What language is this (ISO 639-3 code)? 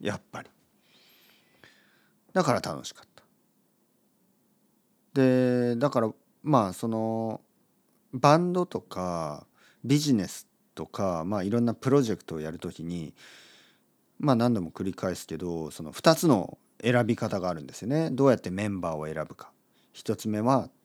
jpn